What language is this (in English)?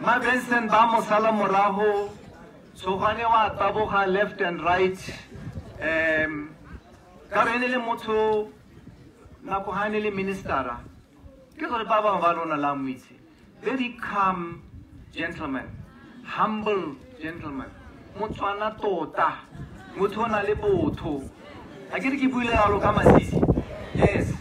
Tswana